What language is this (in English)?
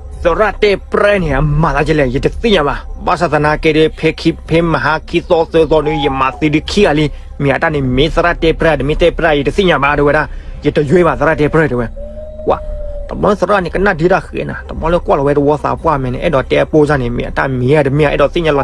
S'gaw Karen